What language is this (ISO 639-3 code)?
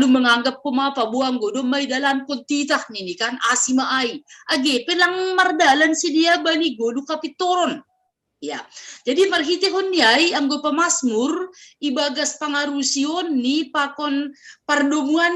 bts